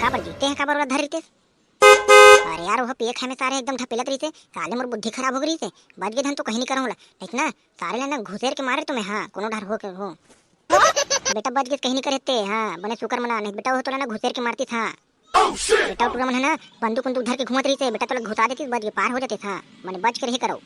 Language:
Chhattisgarhi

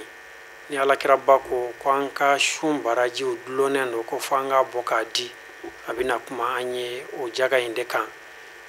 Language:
Bambara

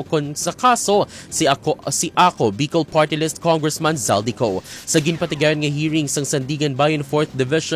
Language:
Hiligaynon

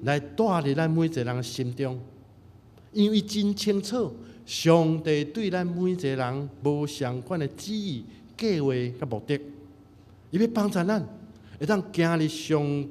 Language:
Min Nan Chinese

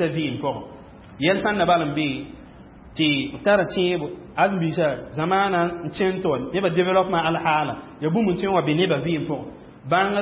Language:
Mossi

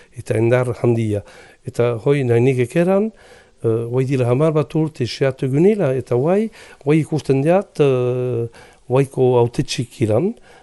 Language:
Basque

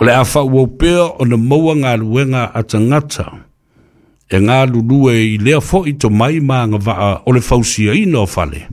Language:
Samoan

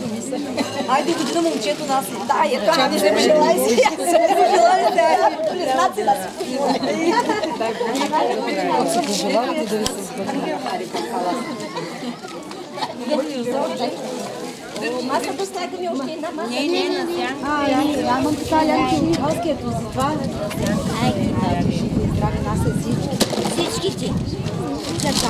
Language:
Bulgarian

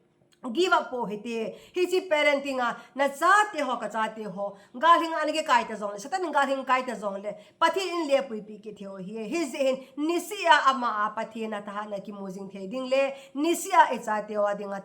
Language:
Thado Chin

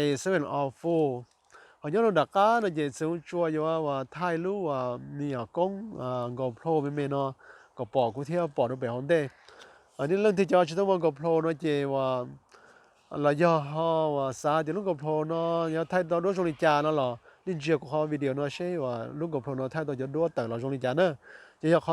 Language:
Hmong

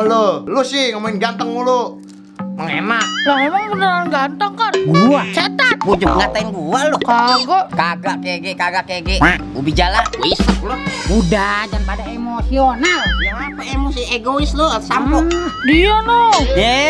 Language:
Betawi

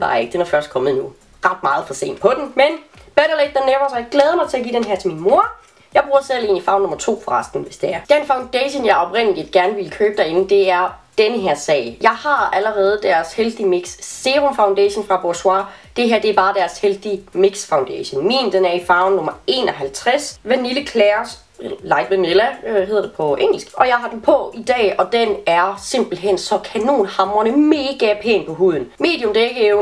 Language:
Danish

